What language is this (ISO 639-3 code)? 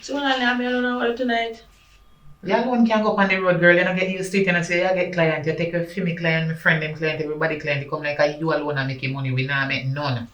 jam